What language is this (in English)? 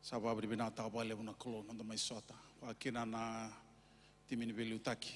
Fijian